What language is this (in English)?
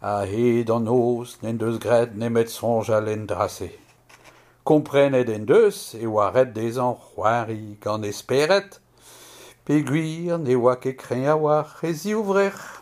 Breton